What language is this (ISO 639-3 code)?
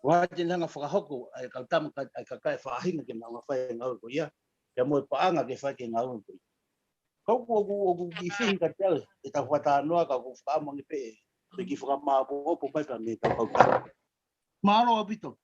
ton